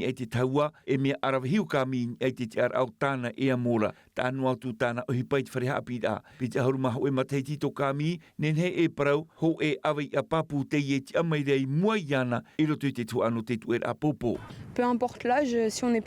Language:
Tahitian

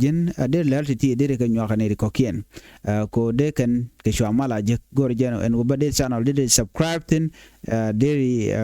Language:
Nuer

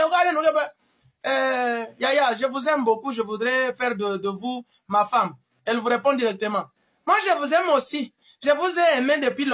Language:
Luba-Lulua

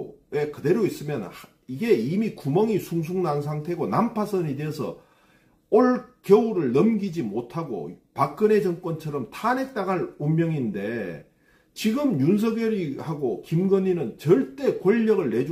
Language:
Korean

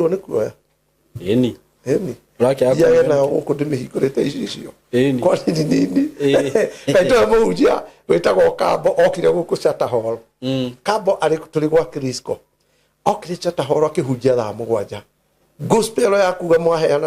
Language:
Kikuyu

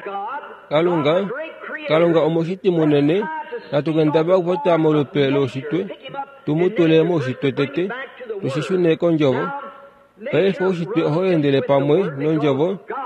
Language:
Kuanyama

